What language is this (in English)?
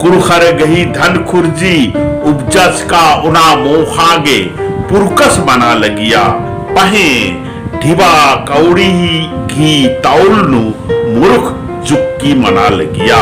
Kurukh